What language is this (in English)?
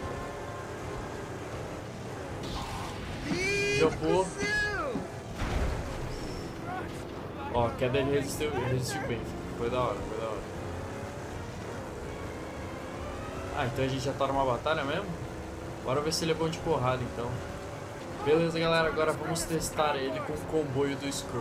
Portuguese